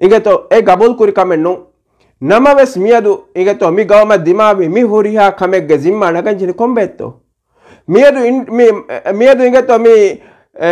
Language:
Divehi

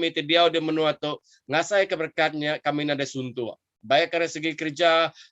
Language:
Iban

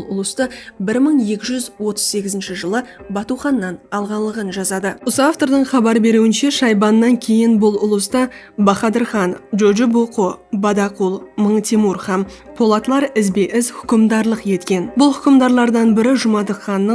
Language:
Kara-Kalpak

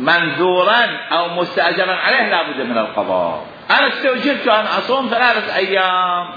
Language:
Mesopotamian Arabic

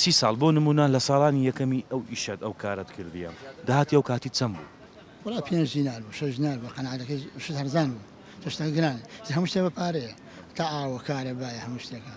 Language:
Central Kurdish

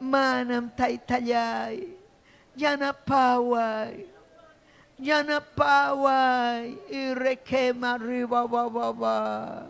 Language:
Ayacucho Quechua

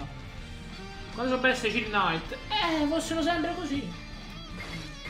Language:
Italian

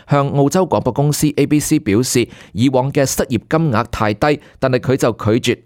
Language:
Cantonese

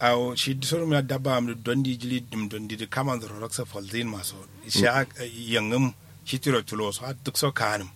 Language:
Kanuri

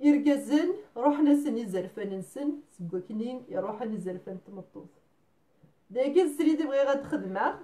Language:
Kabyle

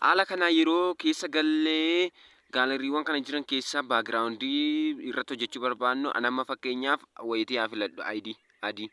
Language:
Oromo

